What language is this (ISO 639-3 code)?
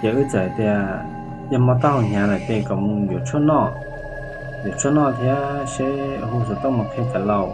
hmn